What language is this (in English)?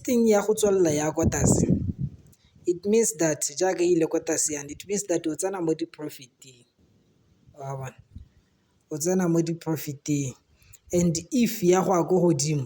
Tswana